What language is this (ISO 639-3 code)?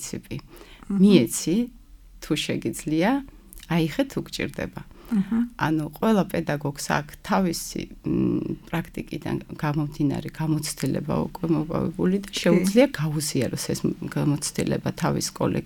kat